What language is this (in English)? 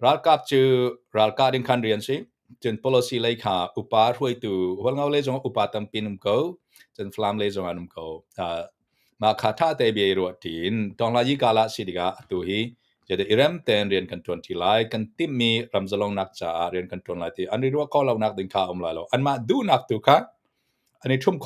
Hakha Chin